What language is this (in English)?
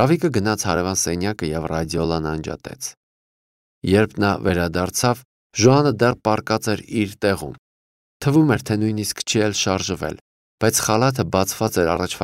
Armenian